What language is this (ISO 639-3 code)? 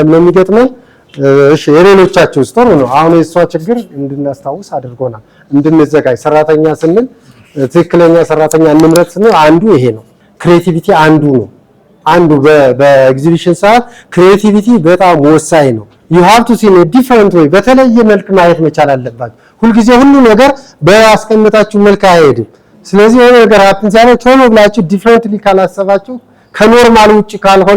amh